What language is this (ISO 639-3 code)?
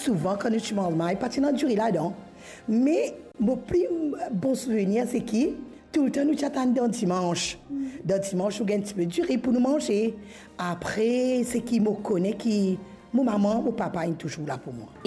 mfe